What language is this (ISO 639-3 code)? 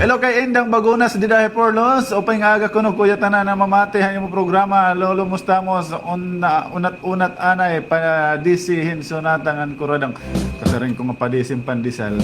war